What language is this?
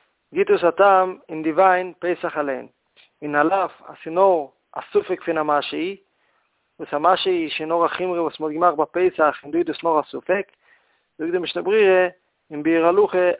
Yiddish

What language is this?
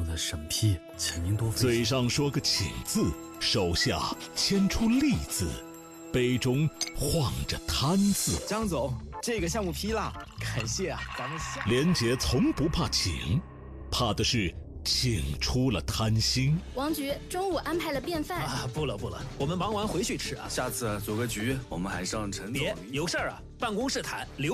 Chinese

